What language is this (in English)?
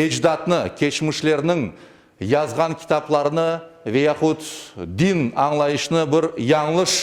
Crimean Tatar